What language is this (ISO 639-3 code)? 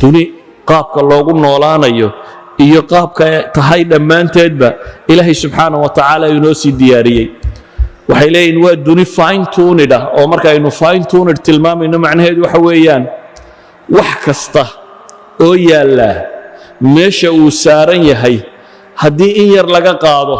som